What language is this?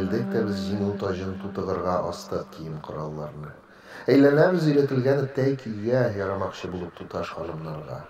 Tatar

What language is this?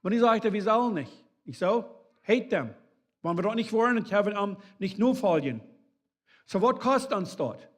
Plautdietsch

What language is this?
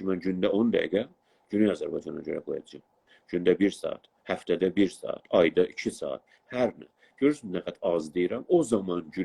South Azerbaijani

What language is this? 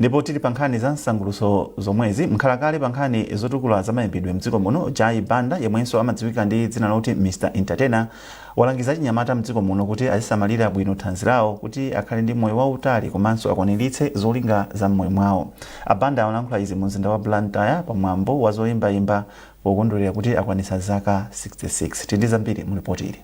Nyanja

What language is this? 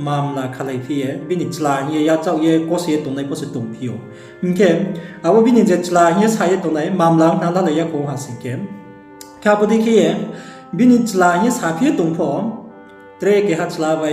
Riang (India)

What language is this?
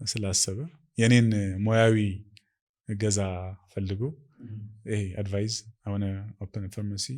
Amharic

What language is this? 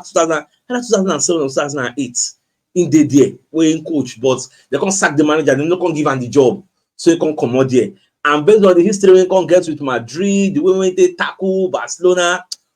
Nigerian Pidgin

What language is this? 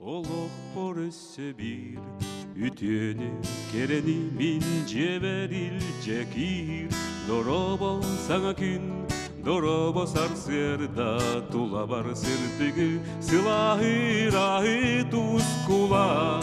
Yakut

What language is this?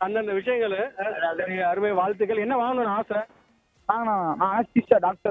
Tamil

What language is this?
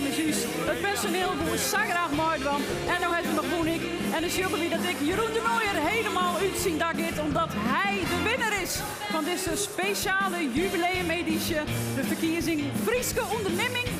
Western Frisian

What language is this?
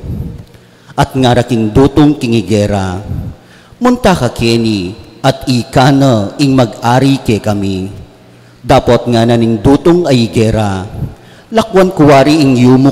Pampanga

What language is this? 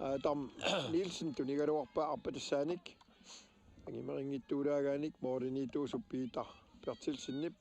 Kalaallisut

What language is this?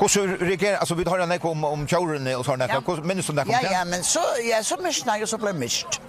Faroese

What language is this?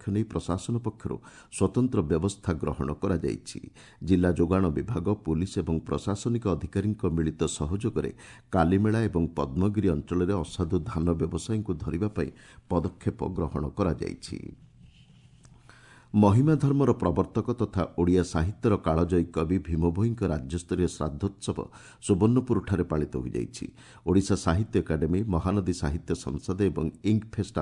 Odia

